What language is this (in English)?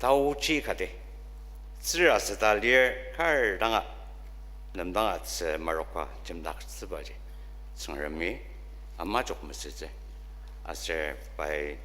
Ao Naga